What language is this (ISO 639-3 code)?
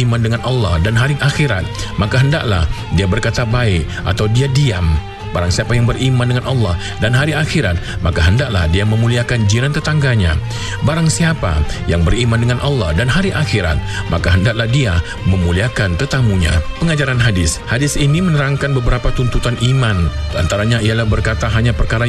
msa